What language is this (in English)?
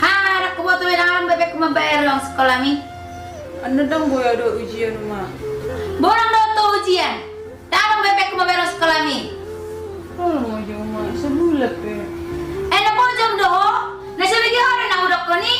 Batak Toba